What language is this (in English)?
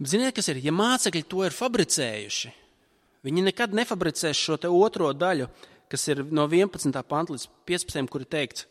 Latvian